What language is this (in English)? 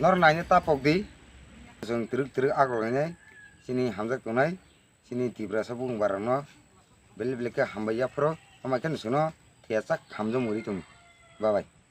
Kok Borok